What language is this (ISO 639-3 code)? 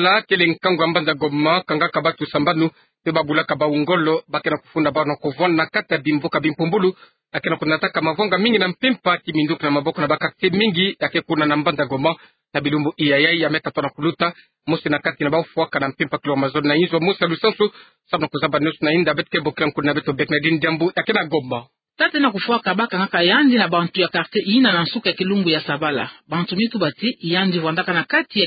ktu